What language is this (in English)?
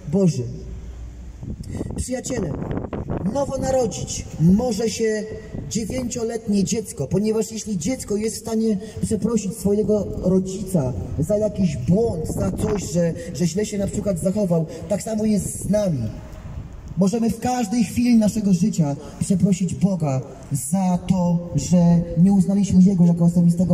Polish